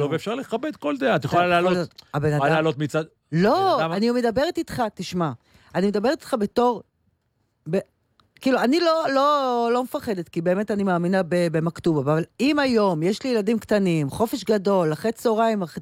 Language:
Hebrew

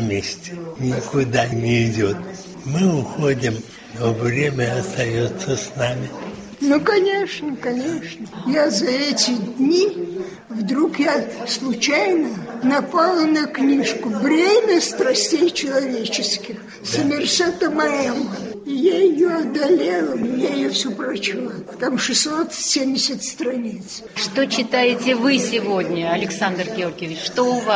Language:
Russian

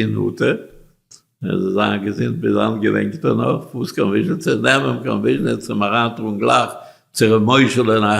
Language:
Yiddish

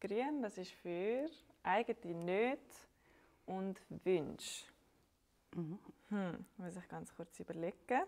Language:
Swiss German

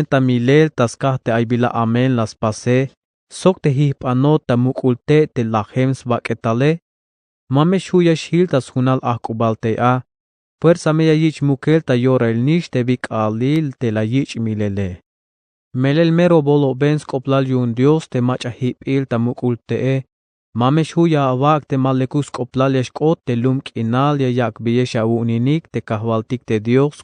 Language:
Tzeltal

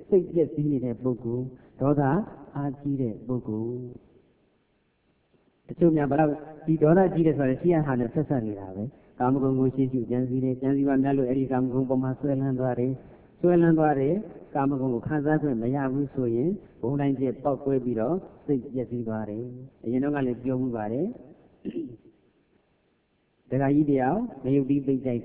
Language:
Burmese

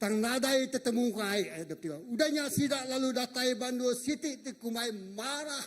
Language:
Iban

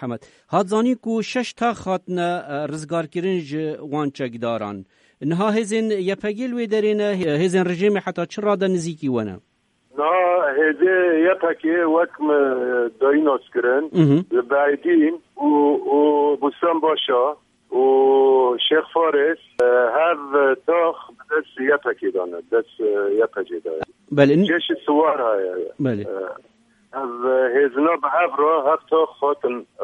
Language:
Kurdish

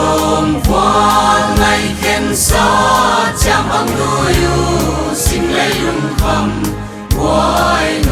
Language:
Paite Chin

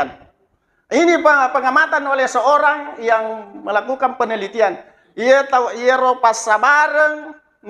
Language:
Buginese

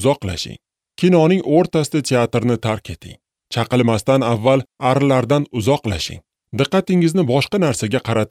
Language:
Uzbek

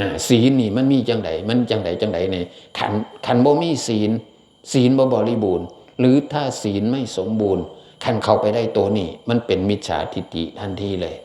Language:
Northeastern Thai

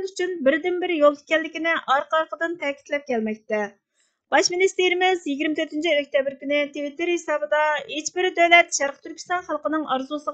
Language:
Uyghur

